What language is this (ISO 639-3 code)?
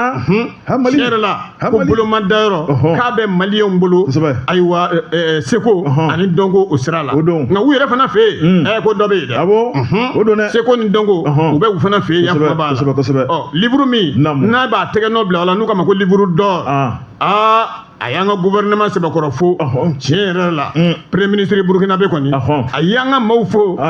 bam